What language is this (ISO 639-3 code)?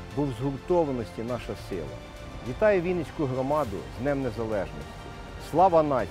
ukr